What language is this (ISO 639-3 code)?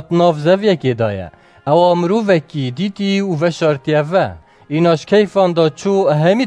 kur